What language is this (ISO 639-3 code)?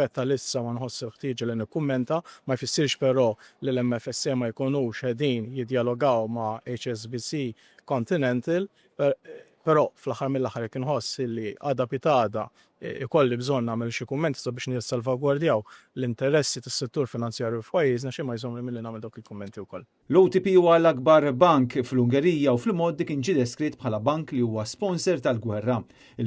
mlt